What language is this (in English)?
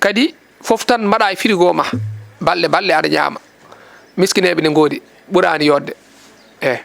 Fula